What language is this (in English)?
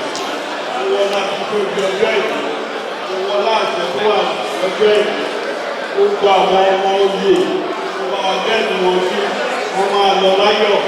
Yoruba